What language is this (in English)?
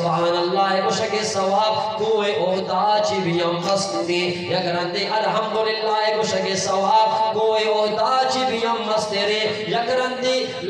Eastern Balochi